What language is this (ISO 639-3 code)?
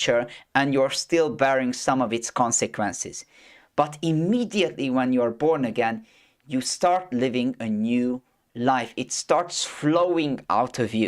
eng